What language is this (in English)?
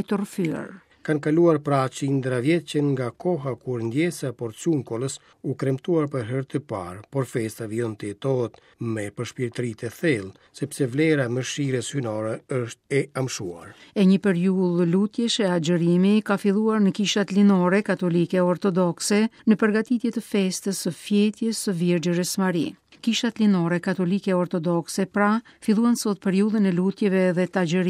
Albanian